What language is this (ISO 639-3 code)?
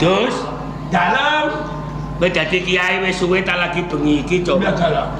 jav